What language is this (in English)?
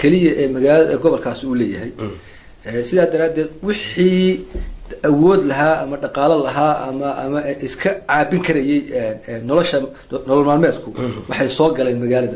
Somali